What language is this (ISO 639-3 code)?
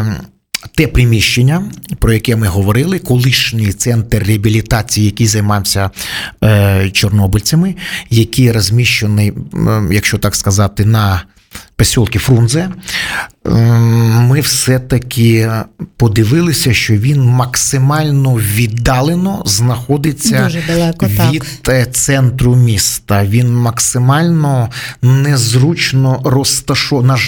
ukr